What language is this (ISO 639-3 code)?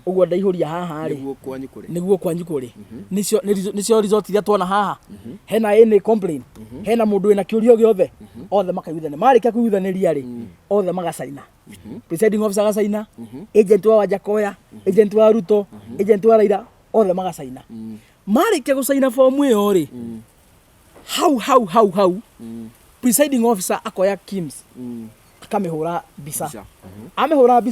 kik